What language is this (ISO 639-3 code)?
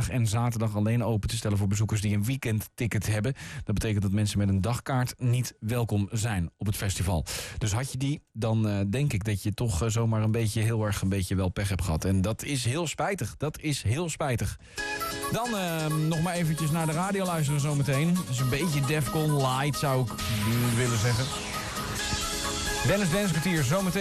nld